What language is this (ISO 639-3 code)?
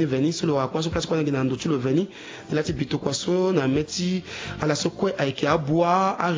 sag